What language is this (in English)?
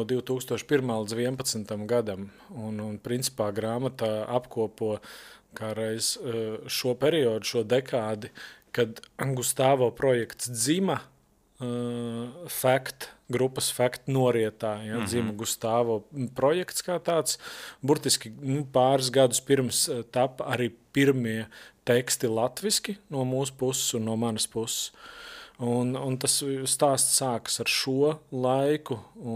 Latvian